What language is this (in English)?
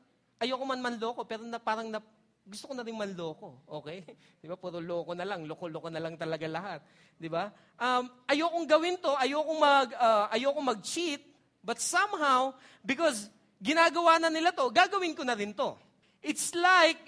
Filipino